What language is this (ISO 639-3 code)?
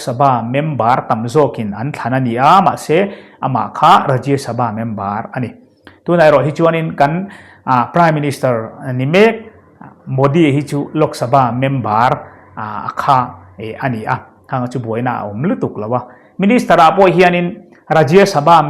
lus